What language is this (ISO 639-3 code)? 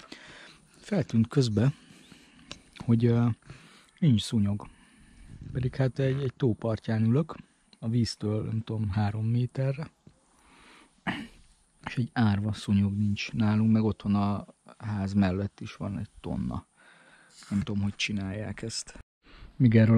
hun